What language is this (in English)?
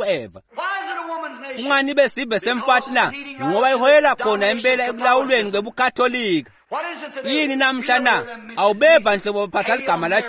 Swati